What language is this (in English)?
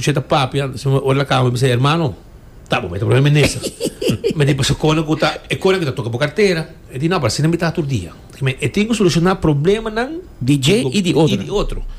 Papiamento